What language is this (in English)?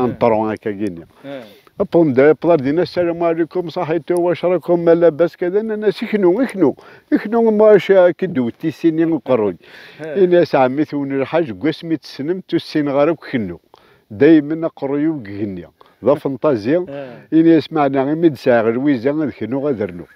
Kabyle